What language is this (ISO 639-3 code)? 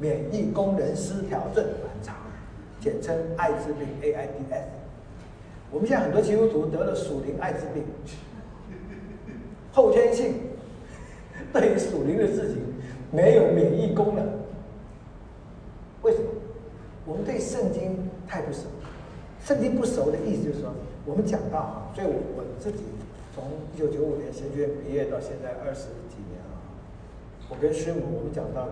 zho